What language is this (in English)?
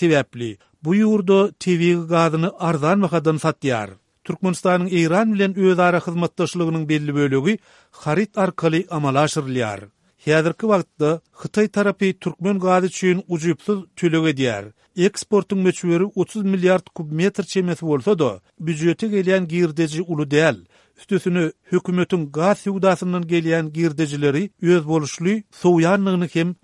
Turkmen